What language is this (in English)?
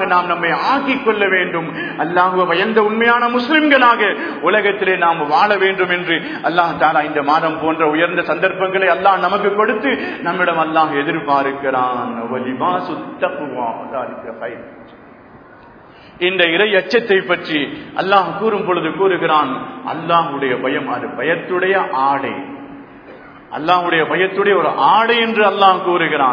Tamil